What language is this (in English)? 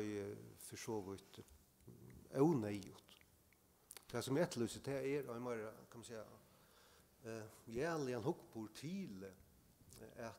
Faroese